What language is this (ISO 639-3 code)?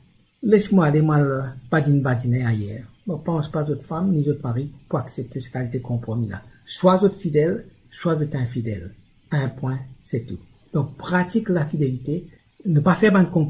mfe